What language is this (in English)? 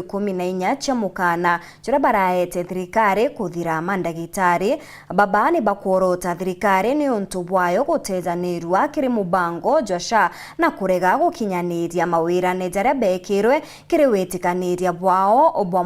Meru